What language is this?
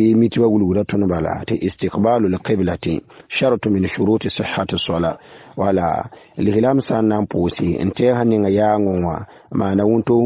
Mossi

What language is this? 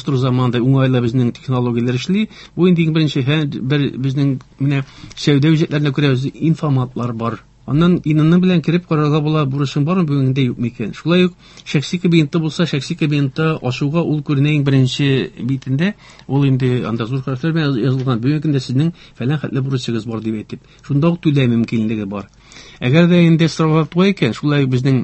Tatar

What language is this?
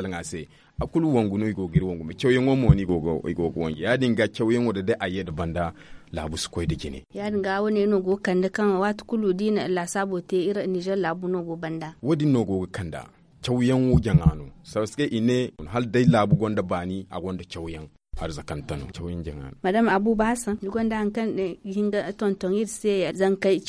Zarma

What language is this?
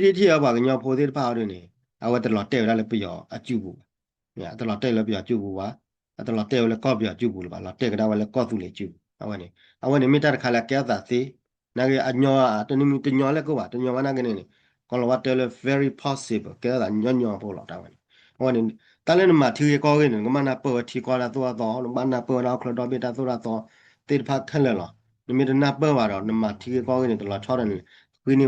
S'gaw Karen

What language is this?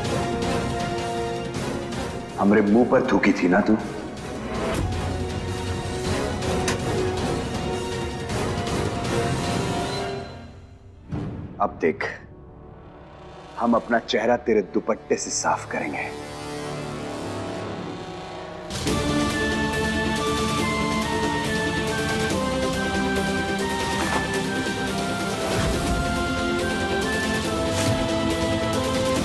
Hindi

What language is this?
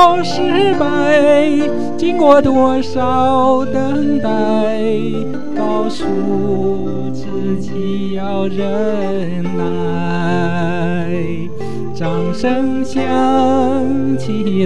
Chinese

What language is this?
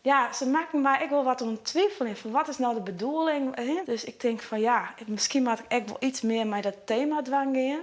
Western Frisian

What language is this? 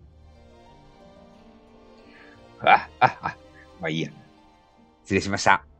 Japanese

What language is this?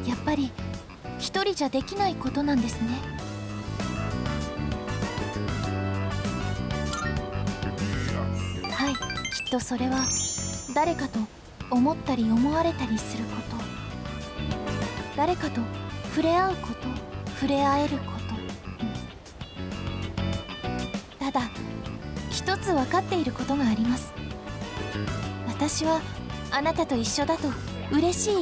Japanese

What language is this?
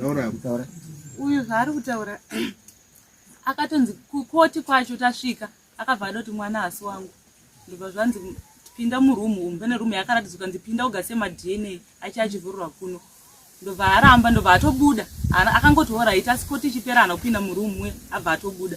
Shona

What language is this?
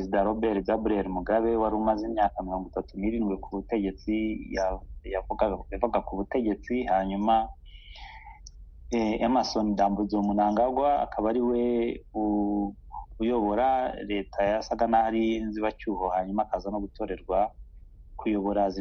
Kinyarwanda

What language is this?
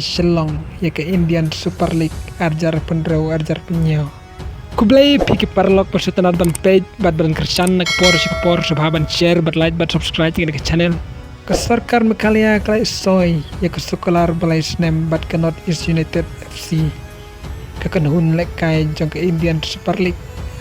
Khasi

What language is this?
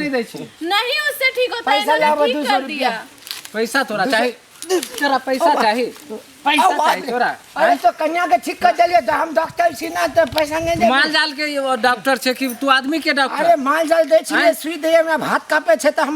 Maithili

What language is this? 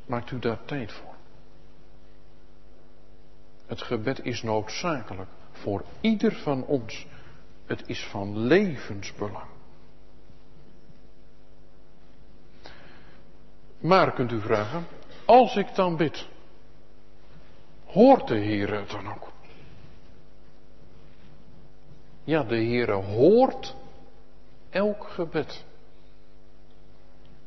Dutch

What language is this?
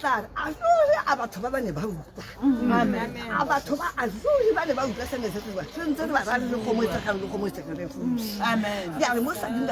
Tswana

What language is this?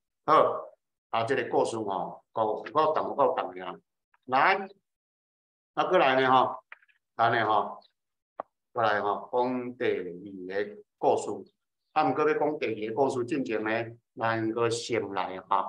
Min Nan Chinese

